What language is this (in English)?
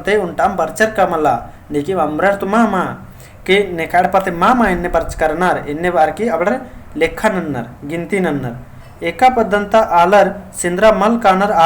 Kurukh